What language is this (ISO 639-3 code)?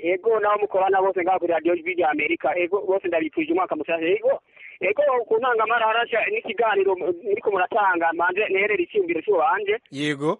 run